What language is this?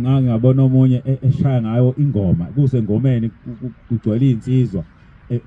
Zulu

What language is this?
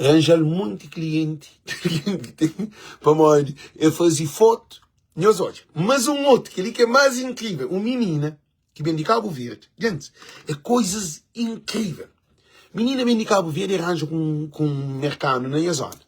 Kabuverdianu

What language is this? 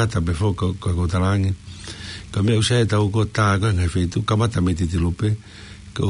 Tongan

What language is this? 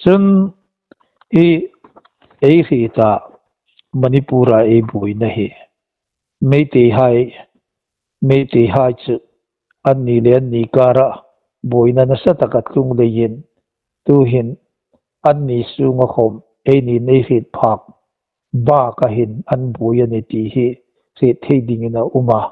Hmar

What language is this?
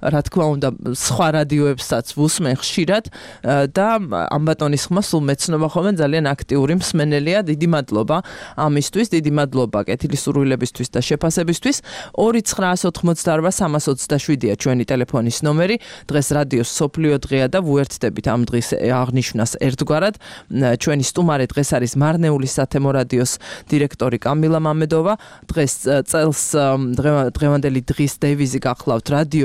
Georgian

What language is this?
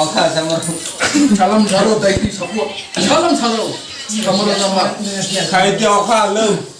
Kok Borok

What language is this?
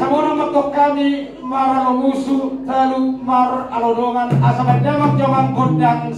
Batak Toba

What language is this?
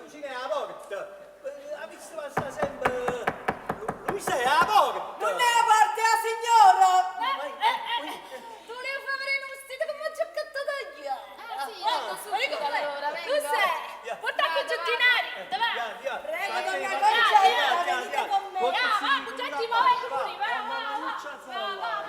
Neapolitan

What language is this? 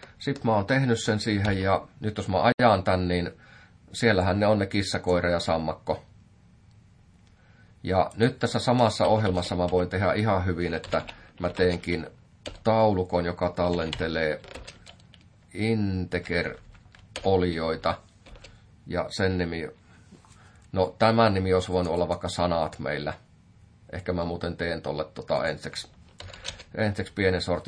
Finnish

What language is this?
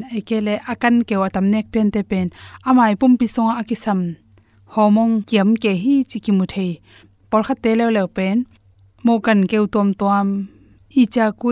Tedim Chin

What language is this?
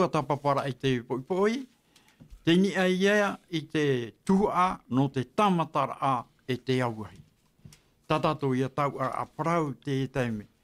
Tahitian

